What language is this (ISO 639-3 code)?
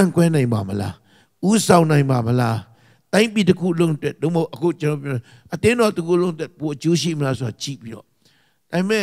mya